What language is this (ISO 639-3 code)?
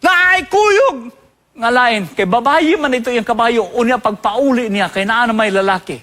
ceb